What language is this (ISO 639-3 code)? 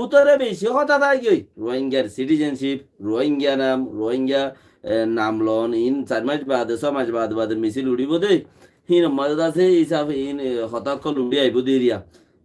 rhg